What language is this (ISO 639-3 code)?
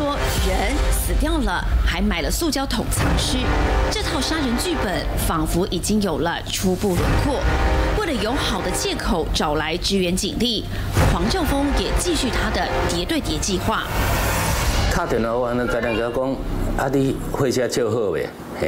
zho